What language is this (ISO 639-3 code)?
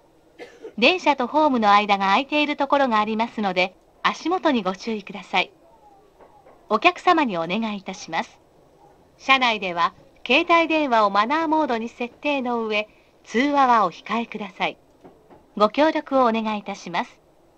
jpn